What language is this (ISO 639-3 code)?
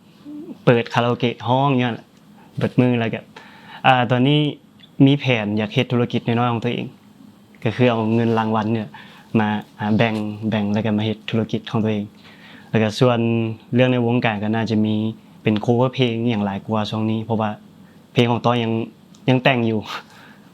lao